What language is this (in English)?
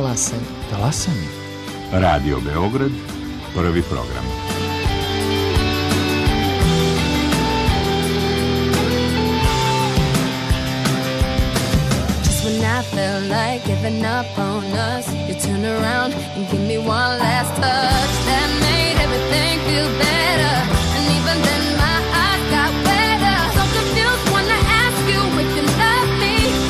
Serbian